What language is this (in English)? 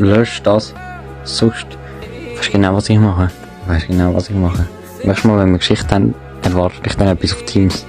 Swiss German